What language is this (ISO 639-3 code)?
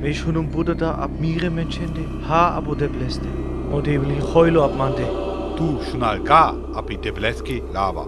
rmo